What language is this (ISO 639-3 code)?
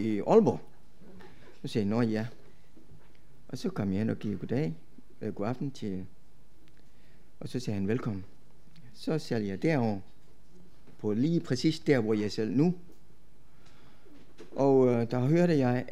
dan